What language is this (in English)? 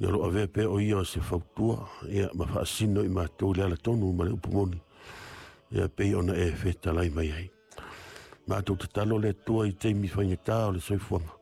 Samoan